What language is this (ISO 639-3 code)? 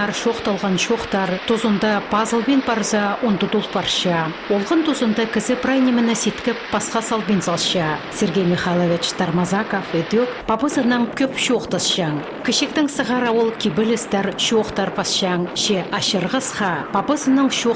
kjh